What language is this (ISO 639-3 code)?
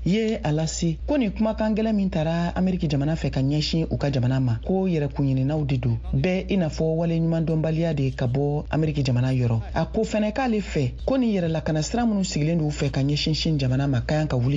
bam